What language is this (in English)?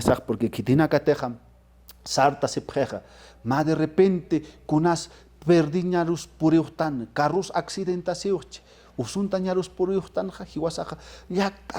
Aymara